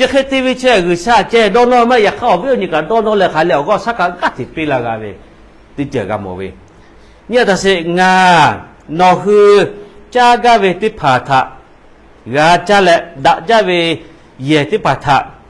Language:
Lahu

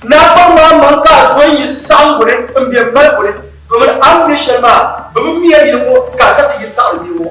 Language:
Dagbani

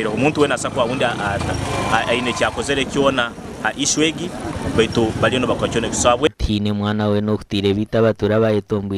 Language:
Nyankole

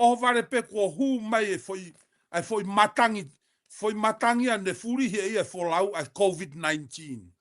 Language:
Tongan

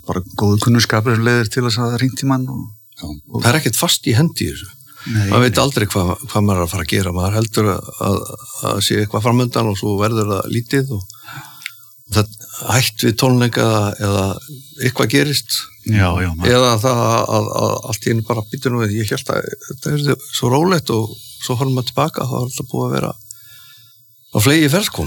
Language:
Icelandic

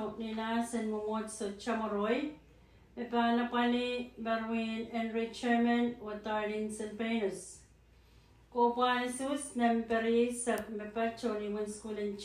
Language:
Pohnpeian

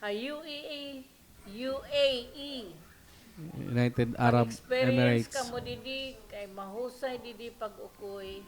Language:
Waray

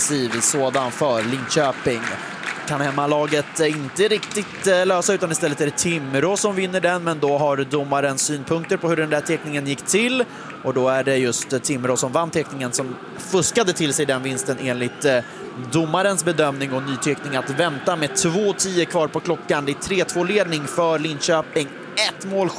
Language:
Swedish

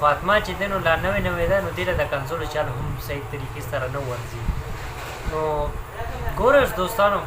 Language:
Pashto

